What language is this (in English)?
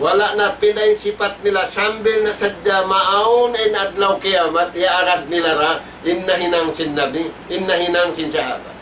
Tausug